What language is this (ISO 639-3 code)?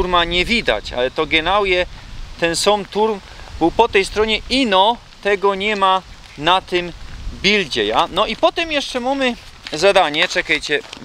szl